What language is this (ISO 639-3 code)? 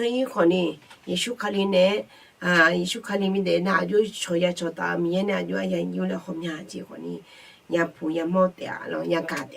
ahk